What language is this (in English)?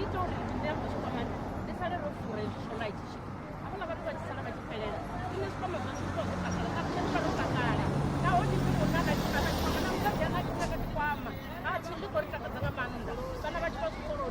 Venda